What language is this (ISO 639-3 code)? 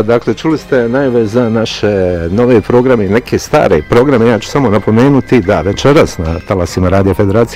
bos